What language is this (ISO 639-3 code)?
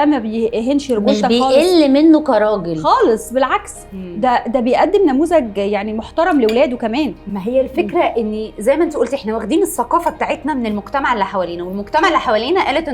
arz